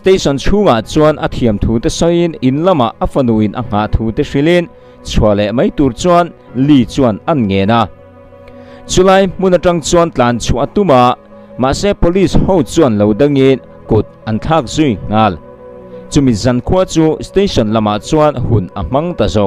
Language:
Mizo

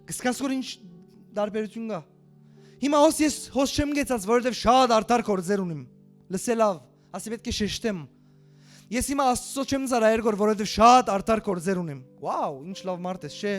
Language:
Western Armenian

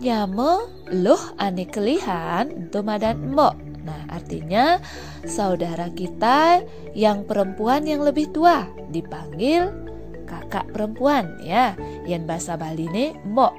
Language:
Balinese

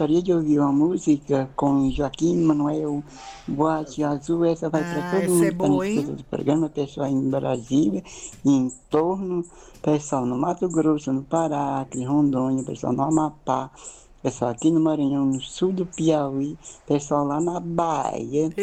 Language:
Portuguese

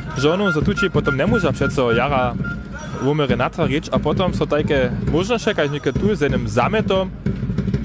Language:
Upper Sorbian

